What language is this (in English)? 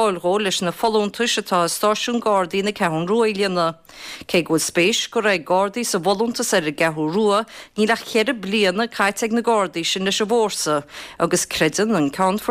Irish